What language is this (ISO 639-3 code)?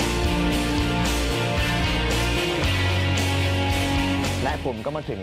tha